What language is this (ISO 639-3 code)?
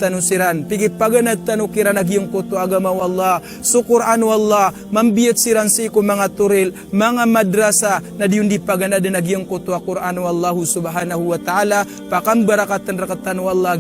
mrw